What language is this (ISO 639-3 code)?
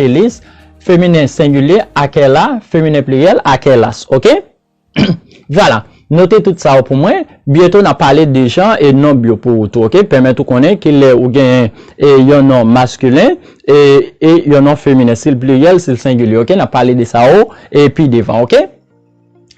hat